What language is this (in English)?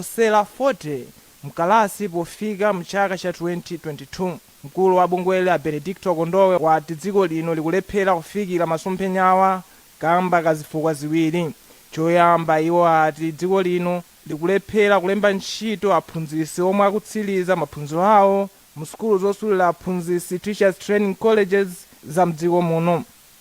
Nyanja